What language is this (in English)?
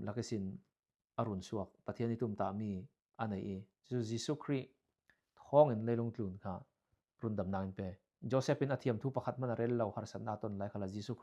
Falam Chin